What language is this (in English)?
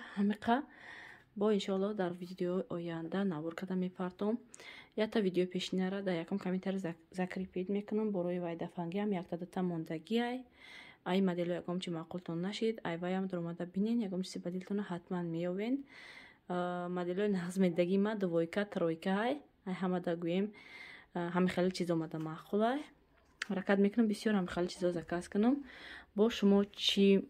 Tajik